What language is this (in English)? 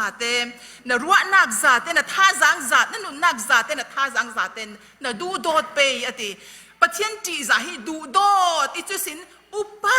Falam Chin